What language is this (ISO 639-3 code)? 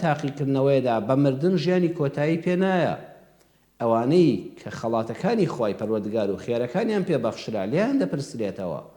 ckb